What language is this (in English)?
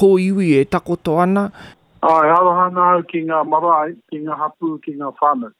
Māori